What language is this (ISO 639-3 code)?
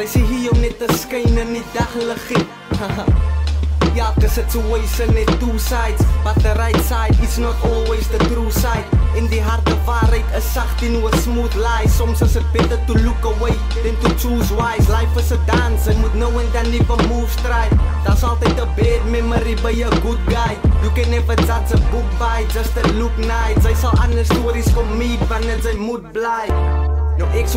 afr